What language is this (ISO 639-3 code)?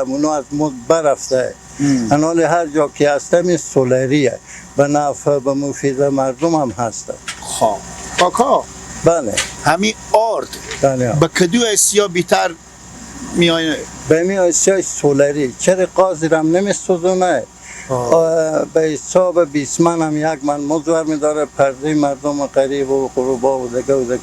fas